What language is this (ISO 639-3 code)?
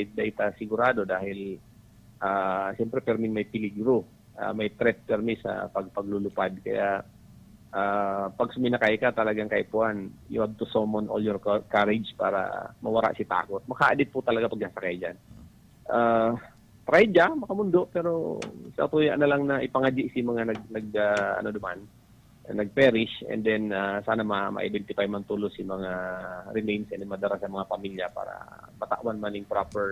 bik